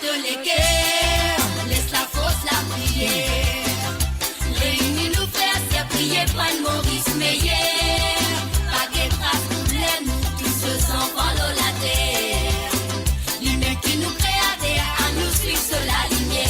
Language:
Morisyen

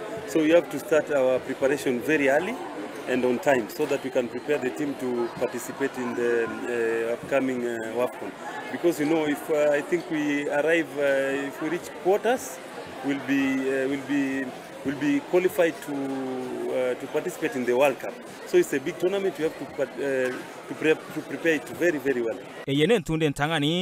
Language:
Gusii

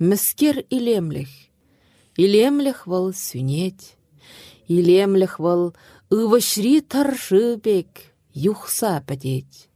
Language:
Chuvash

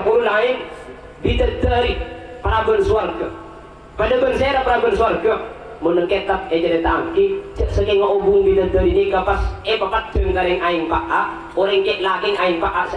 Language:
Madurese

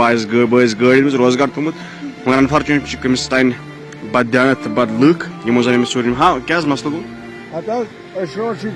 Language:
Kashmiri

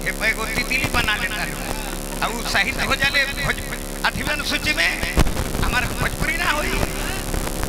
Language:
Bhojpuri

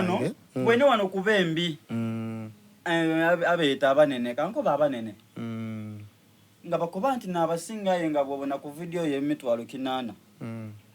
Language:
Soga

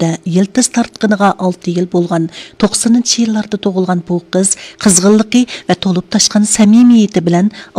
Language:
Uyghur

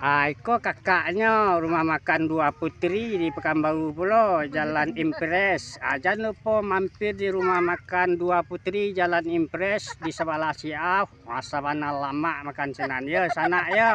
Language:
Minangkabau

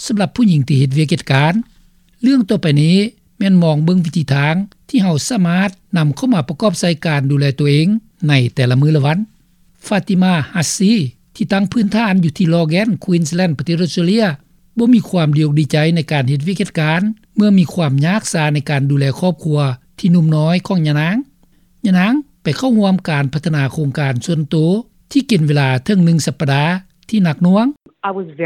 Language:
Lao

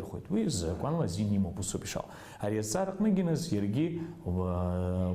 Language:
Abkhazian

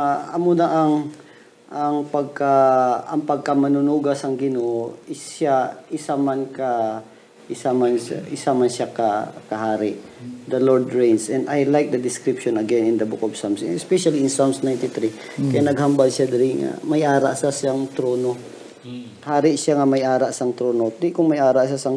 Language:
Hiligaynon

